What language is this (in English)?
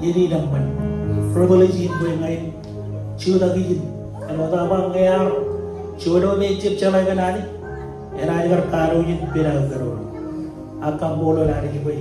Marshallese